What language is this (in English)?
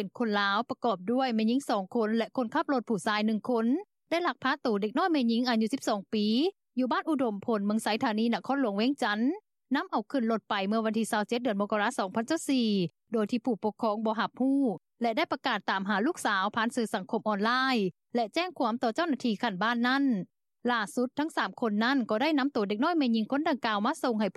Lao